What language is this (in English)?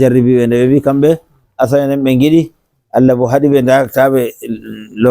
Nigerian Fulfulde